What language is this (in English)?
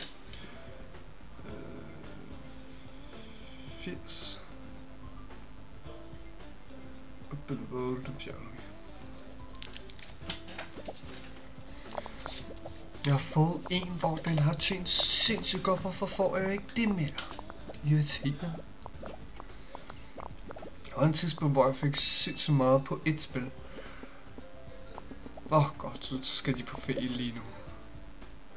Danish